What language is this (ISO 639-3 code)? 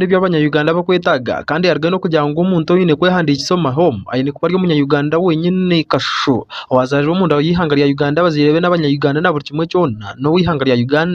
nyn